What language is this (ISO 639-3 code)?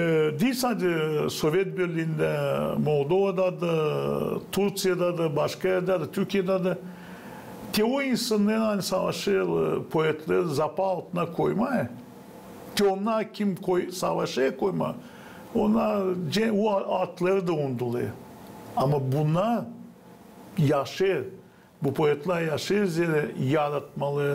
gag